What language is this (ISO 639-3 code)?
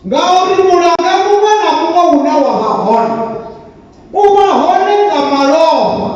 ven